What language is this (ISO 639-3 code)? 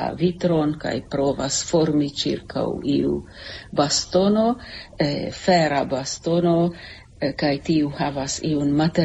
epo